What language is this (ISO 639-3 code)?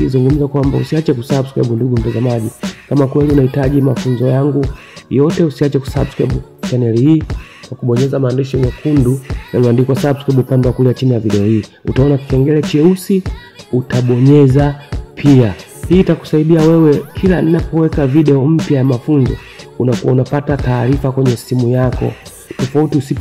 swa